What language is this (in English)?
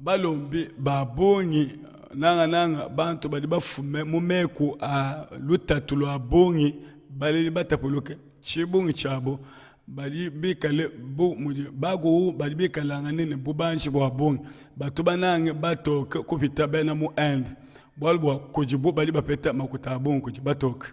Luba-Lulua